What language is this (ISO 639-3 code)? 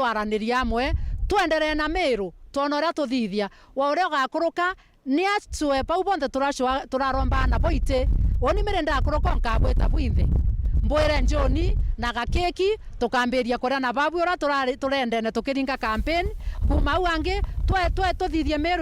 mer